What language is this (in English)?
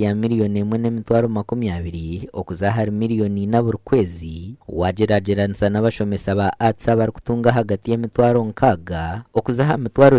Nyankole